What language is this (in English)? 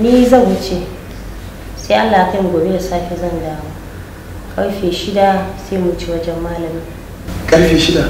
Hausa